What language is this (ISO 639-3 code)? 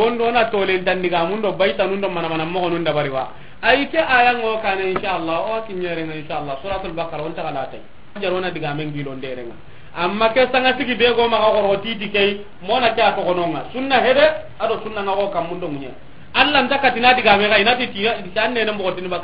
snk